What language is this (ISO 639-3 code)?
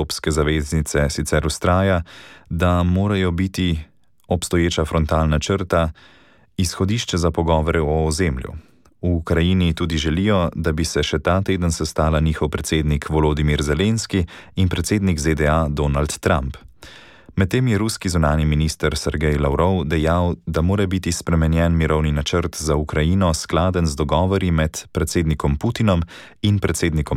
slv